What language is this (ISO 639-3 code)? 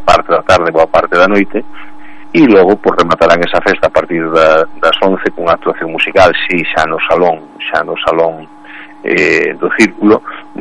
glg